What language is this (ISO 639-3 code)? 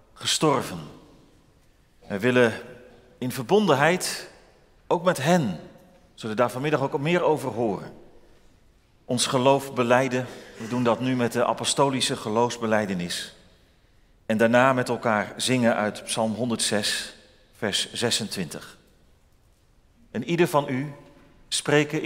nld